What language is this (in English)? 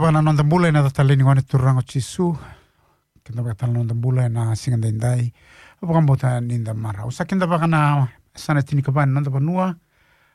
Fijian